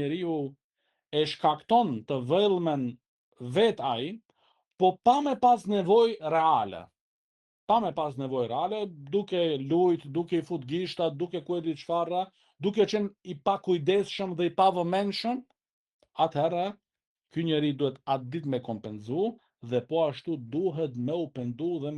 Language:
Albanian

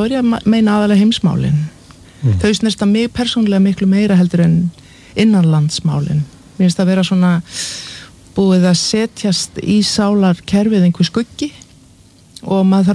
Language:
Icelandic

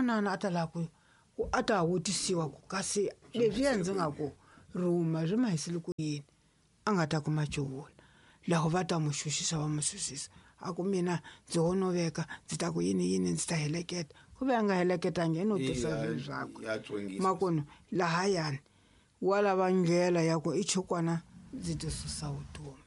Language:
Tsonga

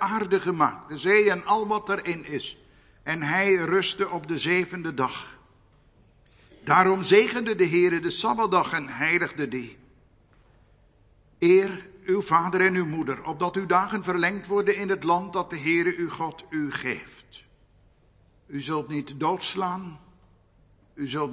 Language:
Dutch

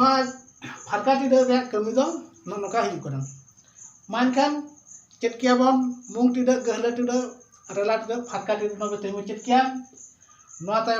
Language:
Santali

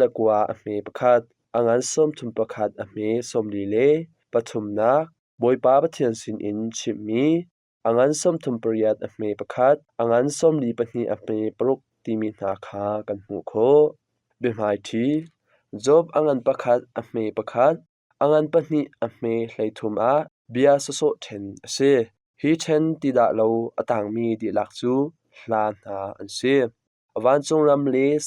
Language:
Hakha Chin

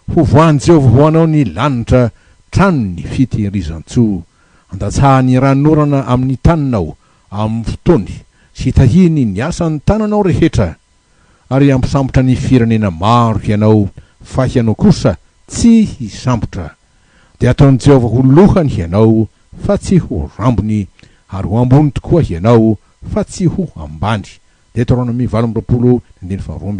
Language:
Malagasy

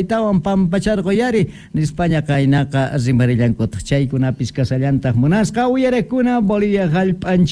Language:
South Bolivian Quechua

